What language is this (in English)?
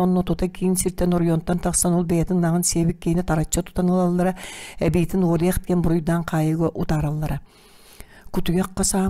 Yakut